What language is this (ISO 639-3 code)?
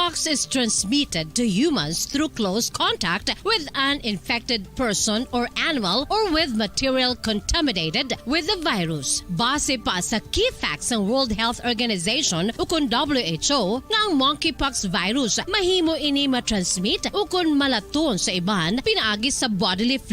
hil